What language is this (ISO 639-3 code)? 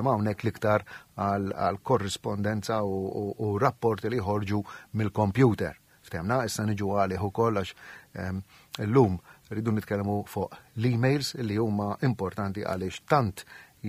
mlt